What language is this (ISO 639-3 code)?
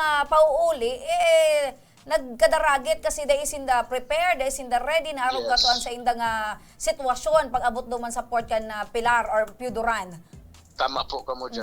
bik